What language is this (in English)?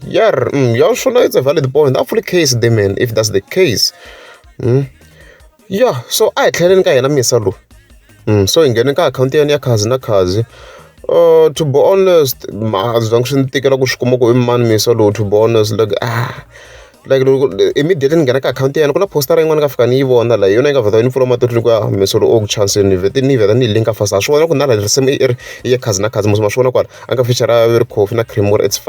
Tsonga